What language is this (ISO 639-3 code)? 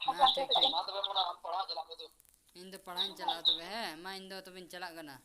sat